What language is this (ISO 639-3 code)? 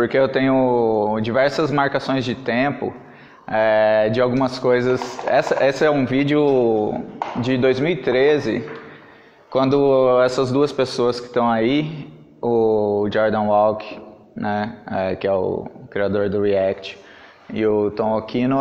por